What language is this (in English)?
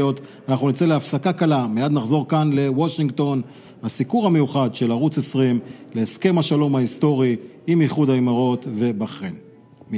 Hebrew